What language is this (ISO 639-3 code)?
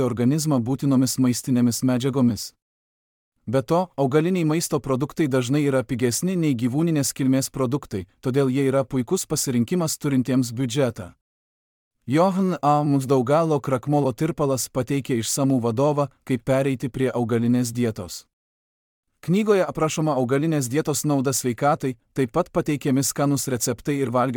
lit